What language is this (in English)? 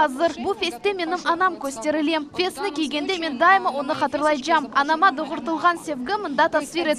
Crimean Tatar